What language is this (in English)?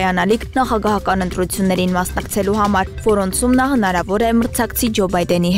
Armenian